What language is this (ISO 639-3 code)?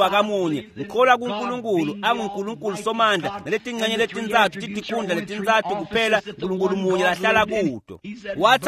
ssw